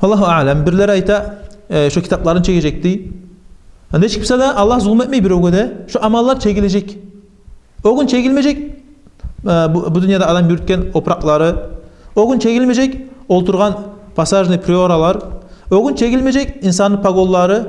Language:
Kumyk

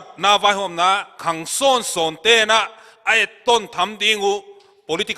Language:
Paite Chin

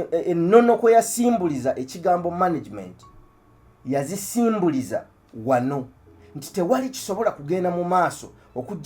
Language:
Ganda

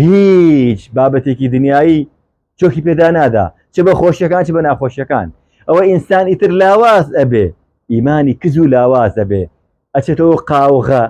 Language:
Central Kurdish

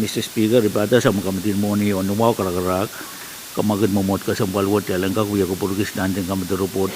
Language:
Pohnpeian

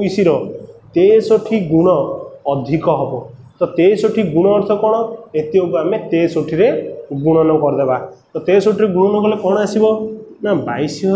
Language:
Odia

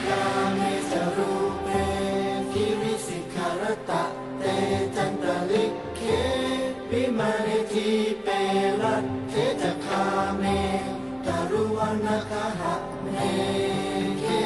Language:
Pali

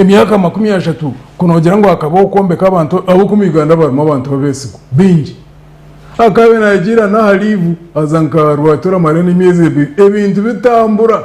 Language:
Nyankole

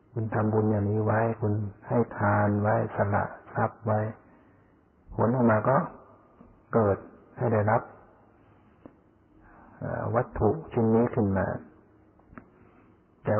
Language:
Thai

